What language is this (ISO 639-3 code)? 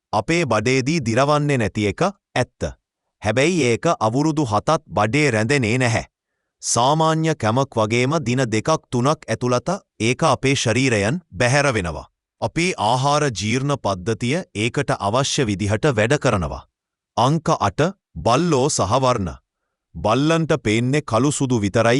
sin